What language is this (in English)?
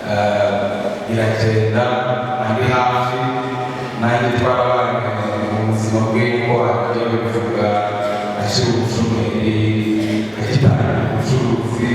Kinyarwanda